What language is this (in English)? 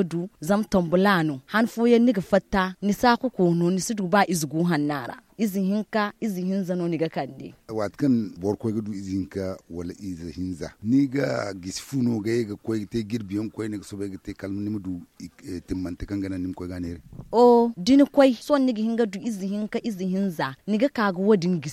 Zarma